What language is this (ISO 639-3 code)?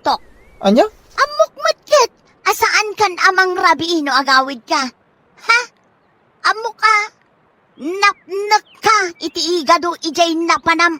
ilo